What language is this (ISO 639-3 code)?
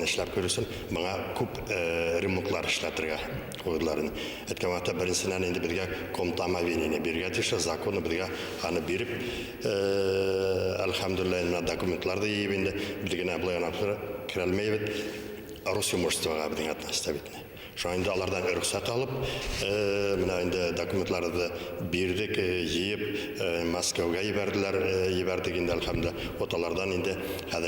bak